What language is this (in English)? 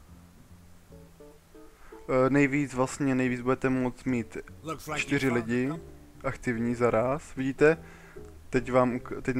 Czech